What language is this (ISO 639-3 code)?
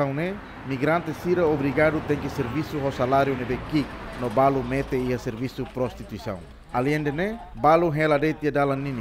tet